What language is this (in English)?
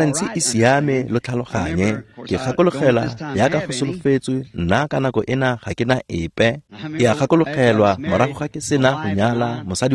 Tswana